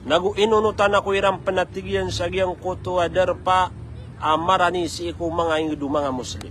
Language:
Maranao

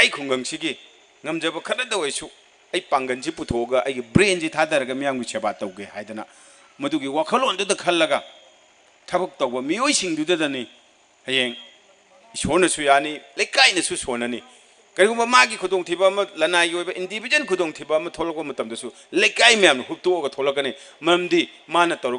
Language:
Manipuri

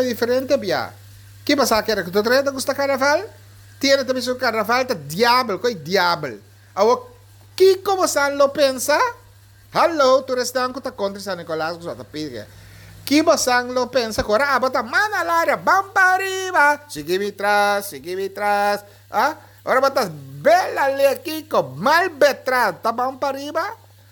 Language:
Papiamento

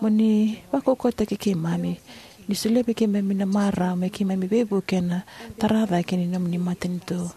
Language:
Fijian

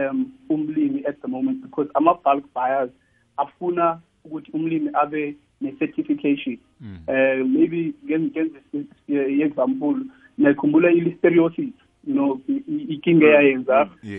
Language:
South Ndebele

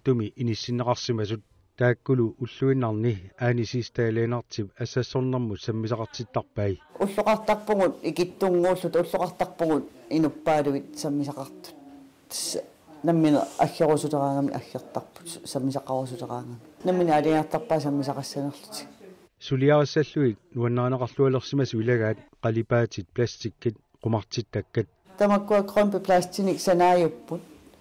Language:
Kalaallisut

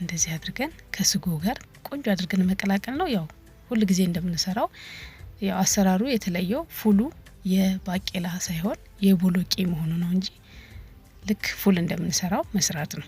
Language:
Amharic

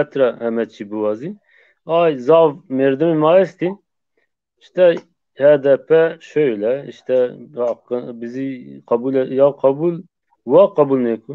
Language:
Zaza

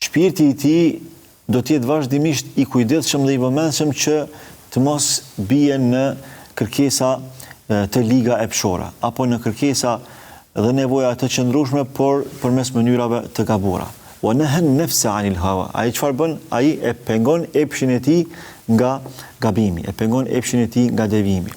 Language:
Albanian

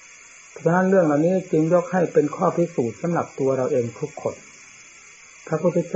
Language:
Thai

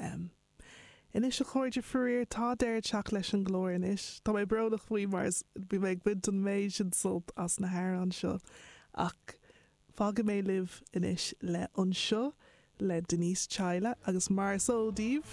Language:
Irish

